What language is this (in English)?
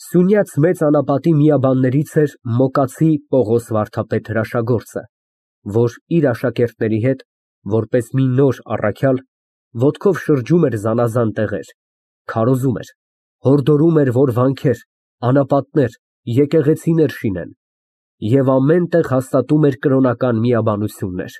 Armenian